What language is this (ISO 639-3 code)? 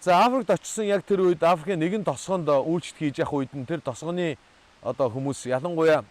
mon